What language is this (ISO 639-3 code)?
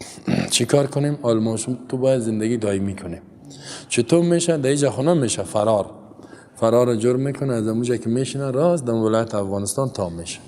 fas